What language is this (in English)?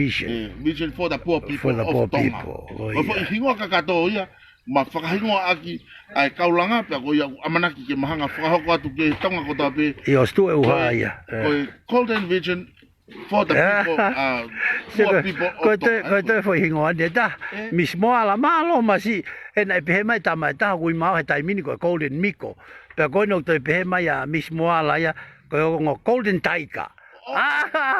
Tongan